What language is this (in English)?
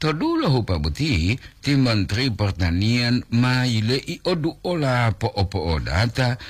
Gorontalo